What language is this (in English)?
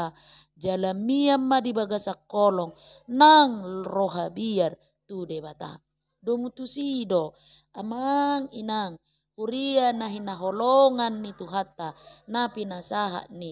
Batak Toba